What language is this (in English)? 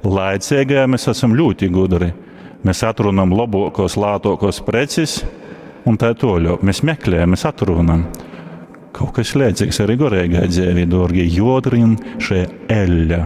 Latgalian